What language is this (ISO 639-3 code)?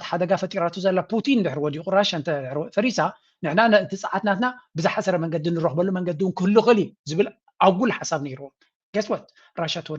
tir